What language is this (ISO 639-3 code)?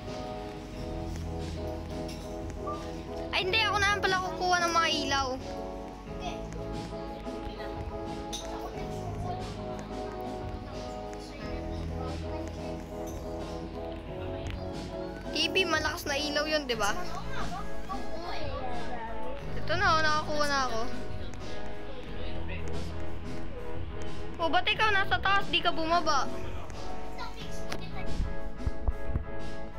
fil